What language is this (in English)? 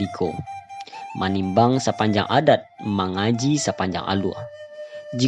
Minangkabau